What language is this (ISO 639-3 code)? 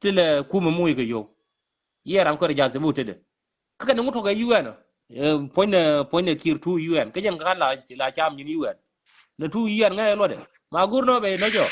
nus